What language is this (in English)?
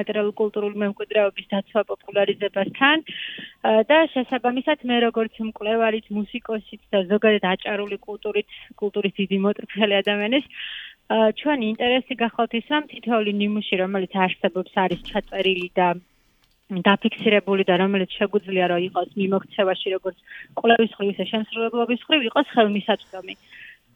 Georgian